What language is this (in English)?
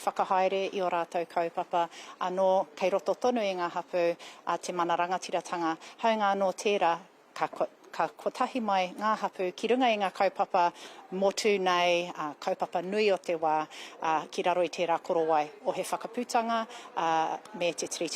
Māori